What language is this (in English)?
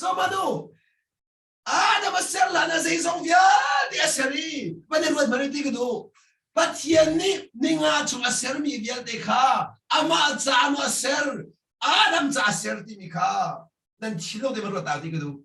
Hakha Chin